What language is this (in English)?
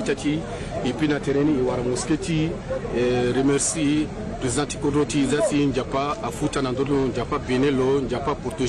Sango